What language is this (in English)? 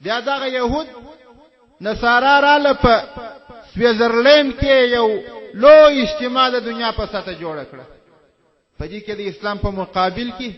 Pashto